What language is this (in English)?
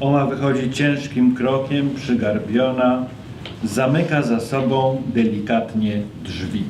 Silesian